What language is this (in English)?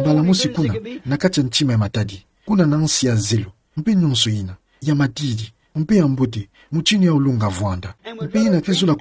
Kituba (Democratic Republic of Congo)